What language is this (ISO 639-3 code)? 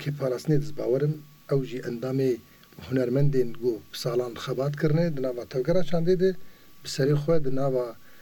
kur